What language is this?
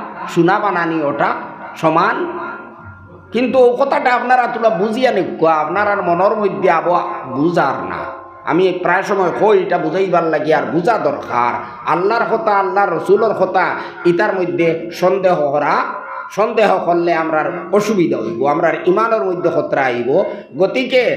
Sylheti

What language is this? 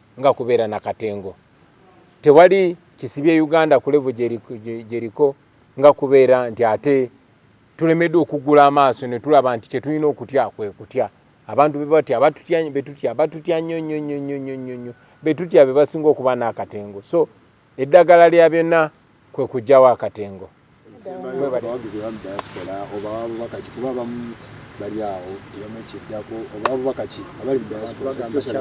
Ganda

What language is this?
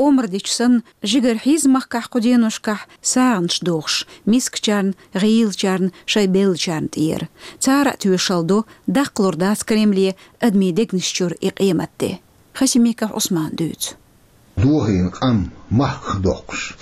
Chechen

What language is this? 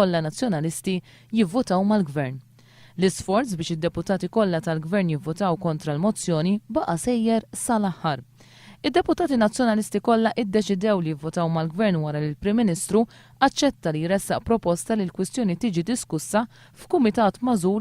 Maltese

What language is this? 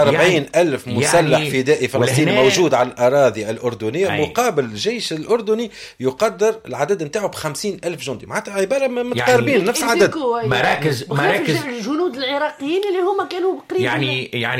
Tunisian Arabic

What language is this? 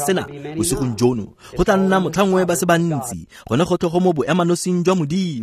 Tswana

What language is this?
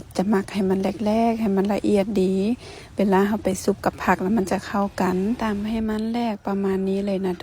Lao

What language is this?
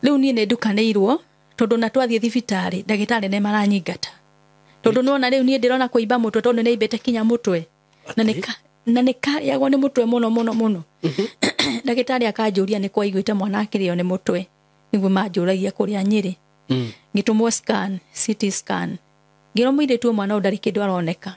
Kikuyu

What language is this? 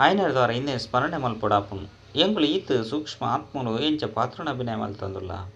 Tulu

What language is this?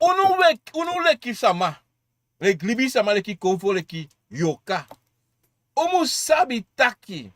Sranan Tongo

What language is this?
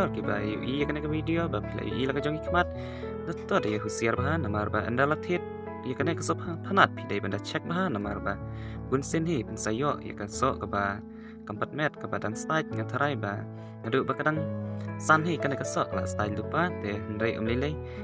Khasi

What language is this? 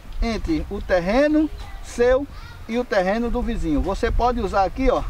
Portuguese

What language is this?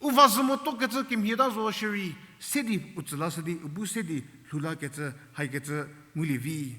Angami Naga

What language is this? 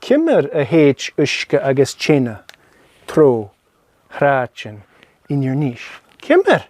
Scottish Gaelic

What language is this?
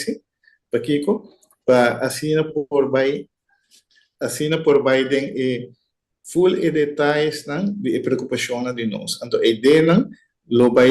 Papiamento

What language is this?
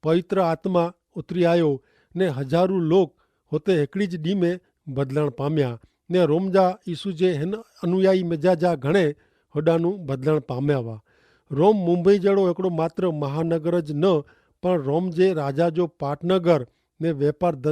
Kachhi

